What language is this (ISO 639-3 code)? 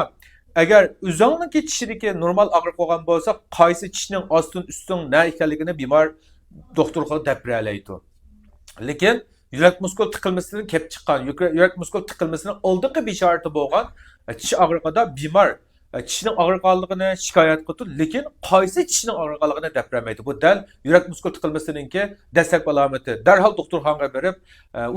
uig